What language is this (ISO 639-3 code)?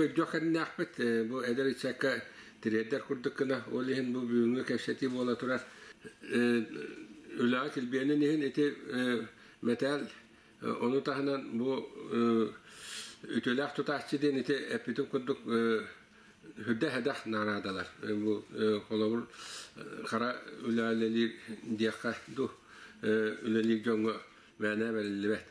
sah